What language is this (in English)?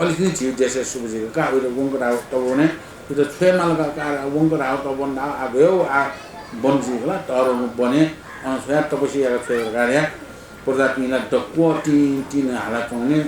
Newari